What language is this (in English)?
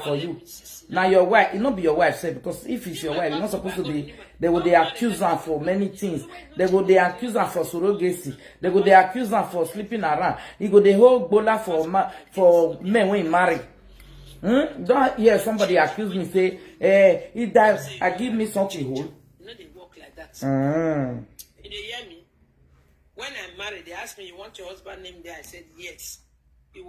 Nigerian Pidgin